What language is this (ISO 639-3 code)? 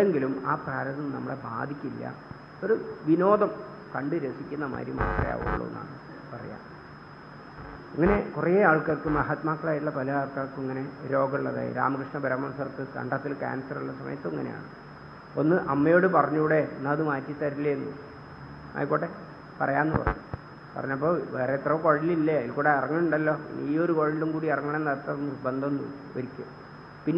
mal